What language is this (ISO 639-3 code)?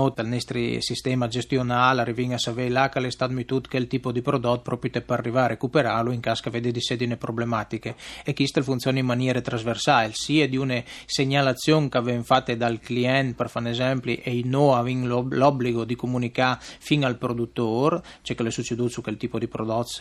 fur